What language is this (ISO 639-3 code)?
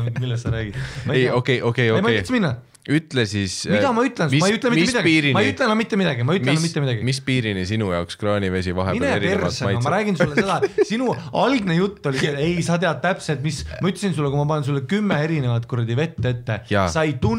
est